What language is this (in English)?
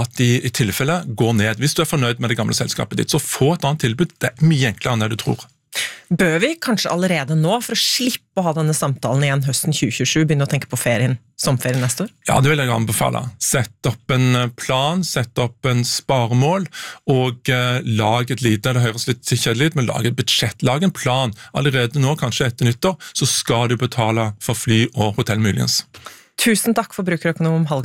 Norwegian